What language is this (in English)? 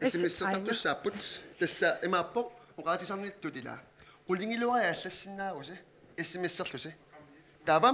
Kalaallisut